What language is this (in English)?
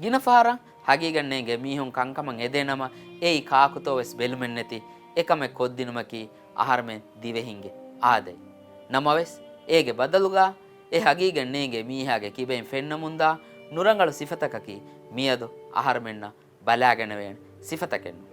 Divehi